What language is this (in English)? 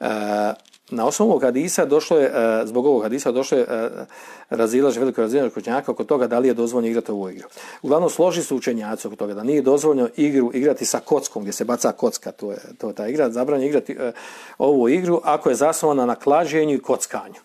Bosnian